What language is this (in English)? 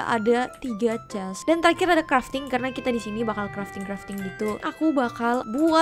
Indonesian